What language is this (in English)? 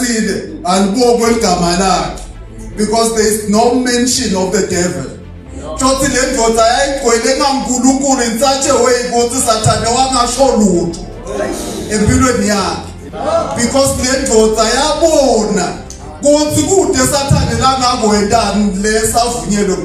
Zulu